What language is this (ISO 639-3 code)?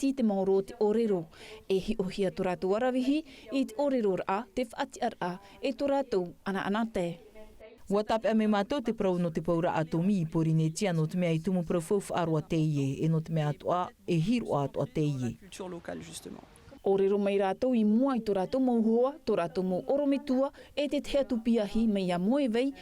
tah